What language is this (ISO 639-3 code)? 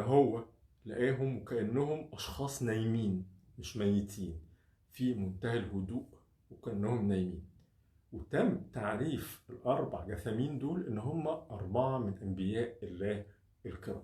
arz